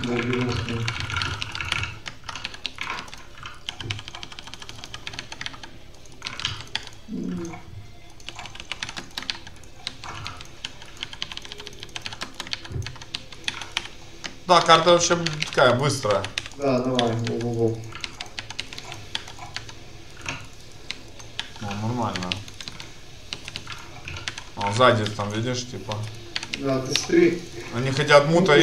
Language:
Russian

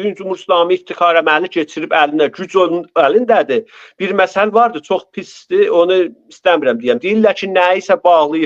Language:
Azerbaijani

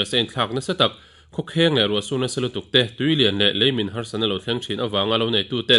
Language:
Mizo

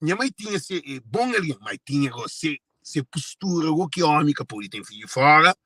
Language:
Kabuverdianu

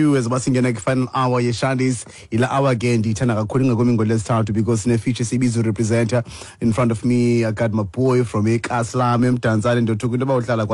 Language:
Xhosa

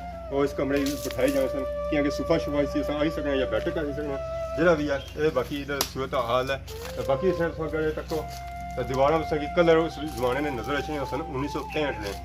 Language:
Pahari-Potwari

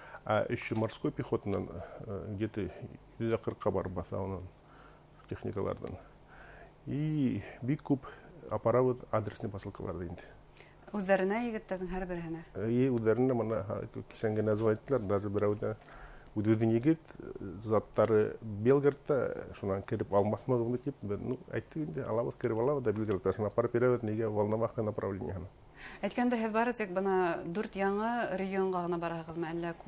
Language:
Bashkir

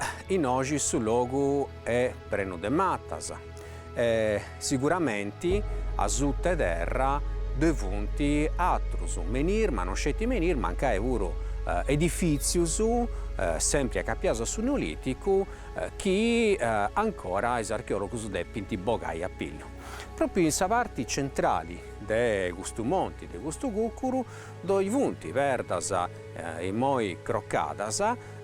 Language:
Sardinian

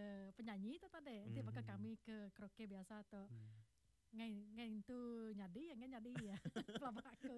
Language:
Iban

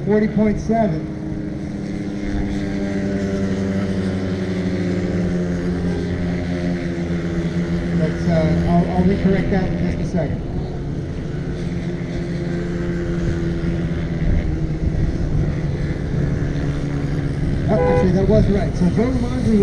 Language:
English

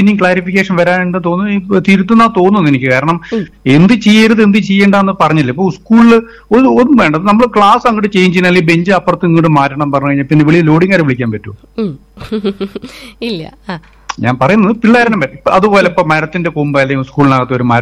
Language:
Malayalam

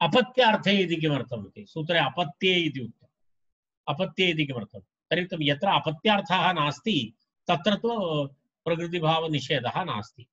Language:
Sanskrit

